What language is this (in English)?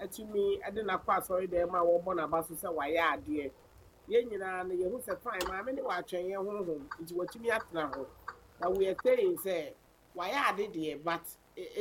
Akan